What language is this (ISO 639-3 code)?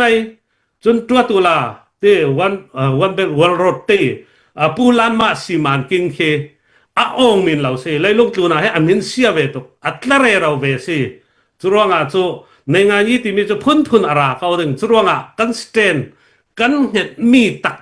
cnh